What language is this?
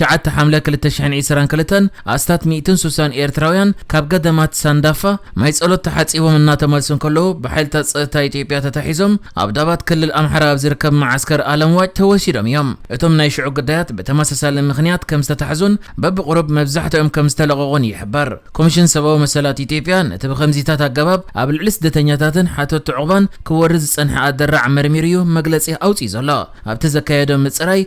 Tigrinya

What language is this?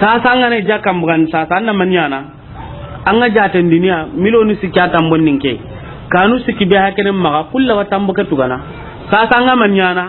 Soninke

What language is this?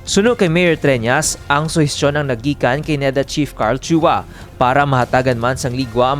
Hiligaynon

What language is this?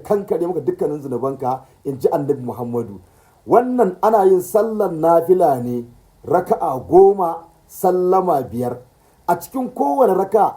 Hausa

